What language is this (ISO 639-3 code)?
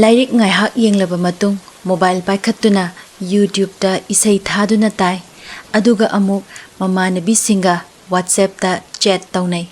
mni